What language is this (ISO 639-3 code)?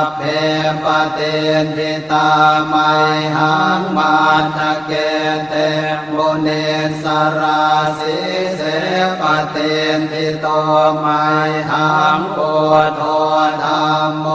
pli